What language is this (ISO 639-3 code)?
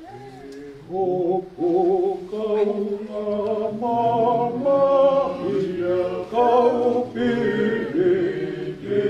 ton